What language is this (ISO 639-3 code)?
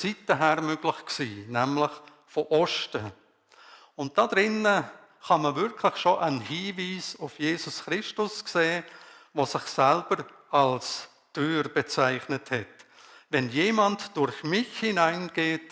gsw